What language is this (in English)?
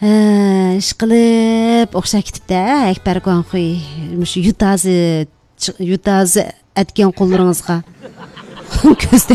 Uyghur